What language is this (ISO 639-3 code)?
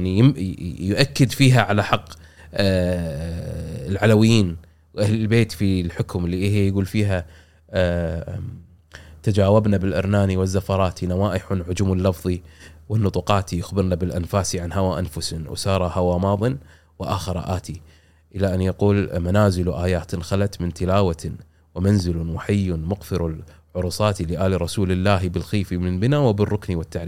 afb